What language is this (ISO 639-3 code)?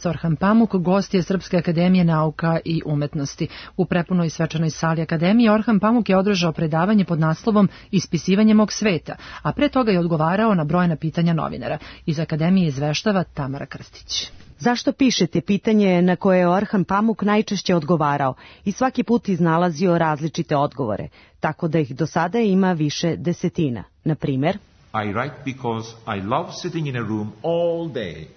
srp